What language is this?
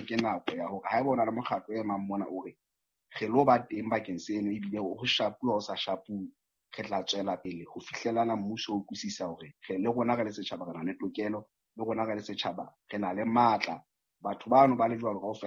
Southern Sotho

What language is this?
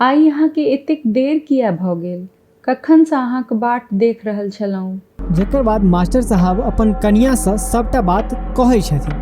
Maithili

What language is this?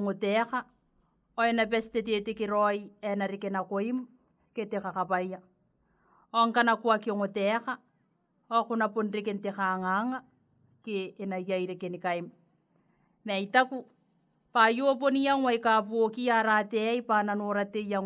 Gilbertese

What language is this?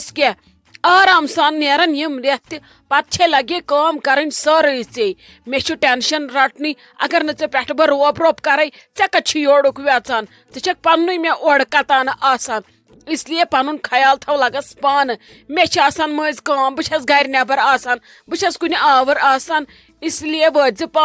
Kashmiri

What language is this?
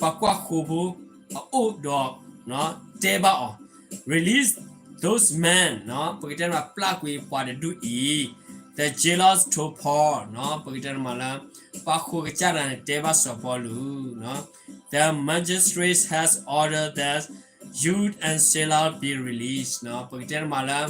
S'gaw Karen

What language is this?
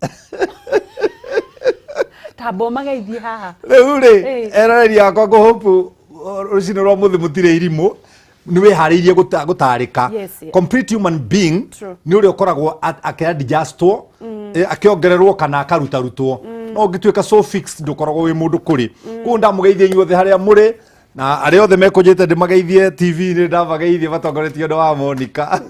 Kikuyu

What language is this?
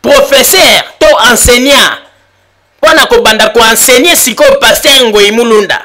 Lingala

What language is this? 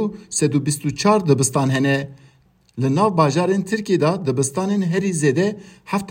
Kurdish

